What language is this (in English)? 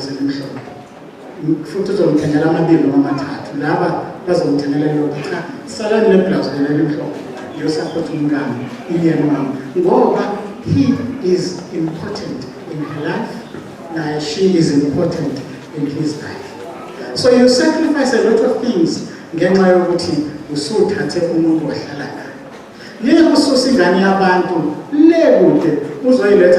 Zulu